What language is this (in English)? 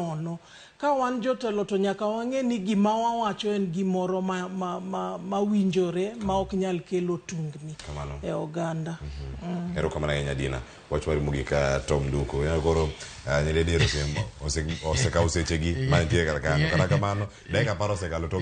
Luo (Kenya and Tanzania)